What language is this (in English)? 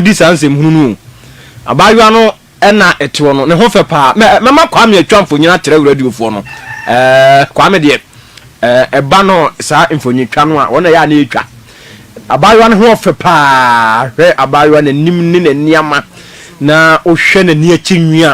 Akan